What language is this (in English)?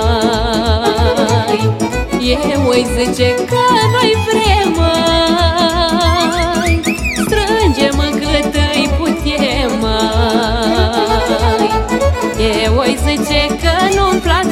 Romanian